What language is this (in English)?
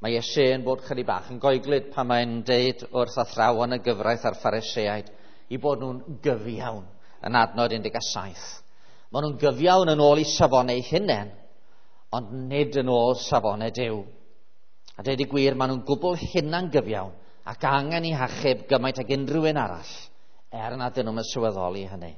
Welsh